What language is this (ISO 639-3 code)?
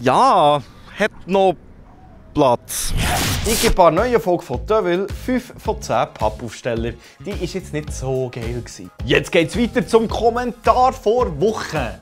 gsw